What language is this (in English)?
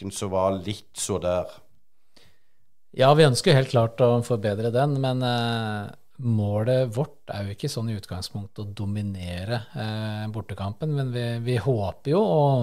Norwegian